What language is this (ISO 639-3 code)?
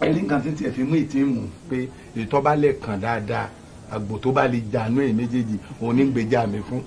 yor